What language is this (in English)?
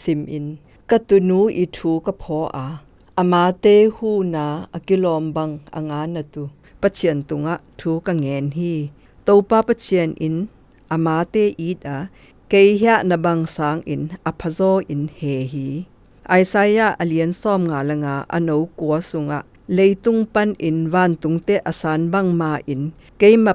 Zou